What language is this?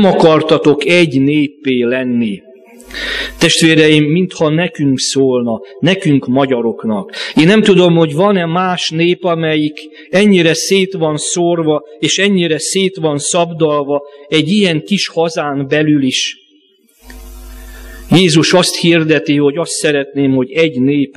Hungarian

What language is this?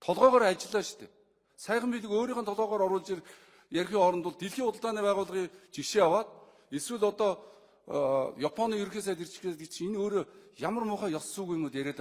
Mongolian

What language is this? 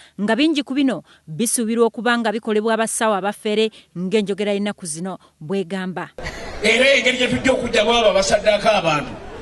Ganda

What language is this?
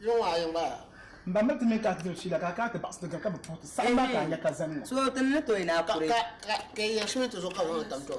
Dagbani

